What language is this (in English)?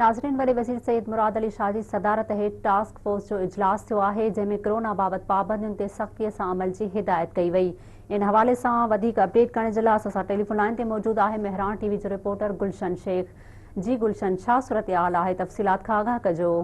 Sindhi